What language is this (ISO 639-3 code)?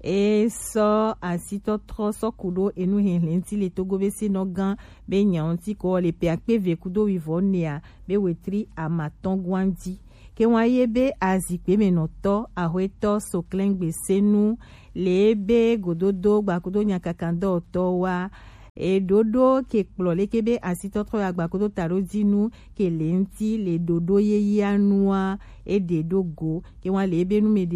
gej